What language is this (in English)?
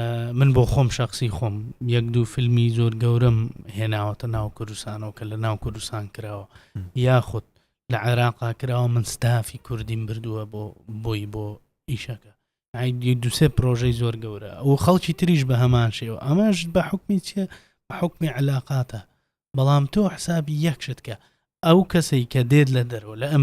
Central Kurdish